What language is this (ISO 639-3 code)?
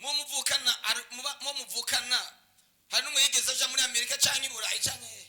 run